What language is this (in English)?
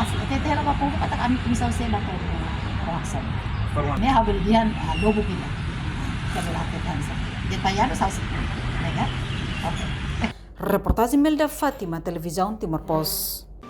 Tetum